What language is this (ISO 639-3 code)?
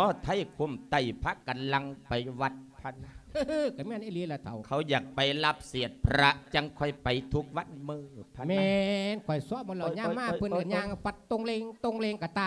lao